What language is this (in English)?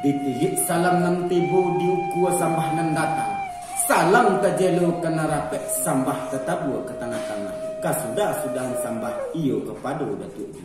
Minangkabau